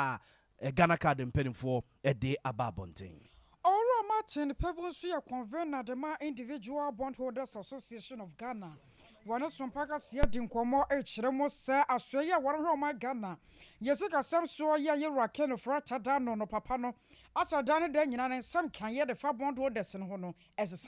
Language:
Akan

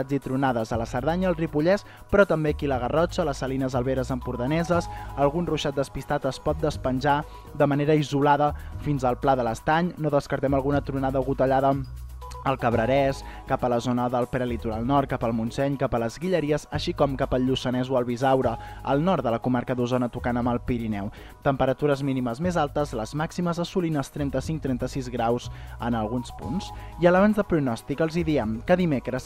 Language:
Catalan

